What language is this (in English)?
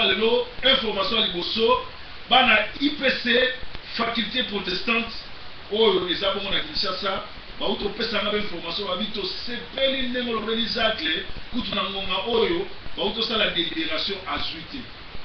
Lingala